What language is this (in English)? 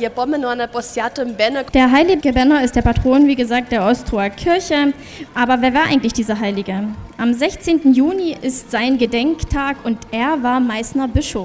Upper Sorbian